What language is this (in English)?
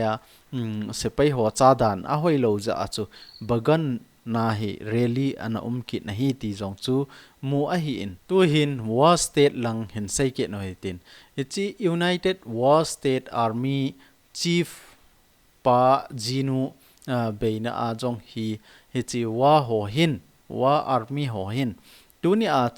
Thado Chin